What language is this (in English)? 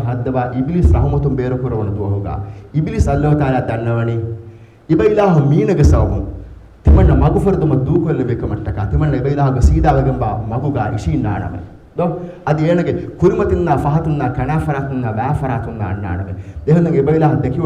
Divehi